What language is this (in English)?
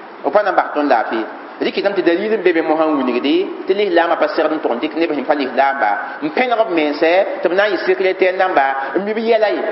Mossi